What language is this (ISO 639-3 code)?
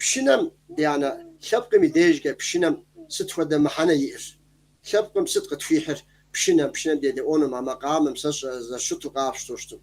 kbd